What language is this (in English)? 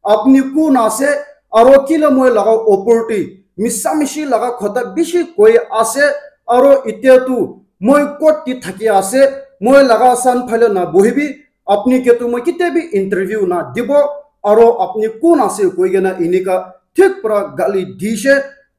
Naga Pidgin